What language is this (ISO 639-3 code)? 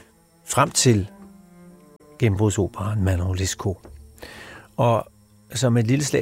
dan